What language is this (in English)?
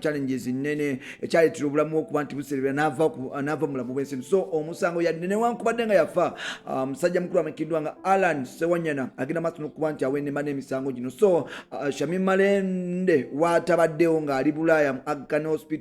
Ganda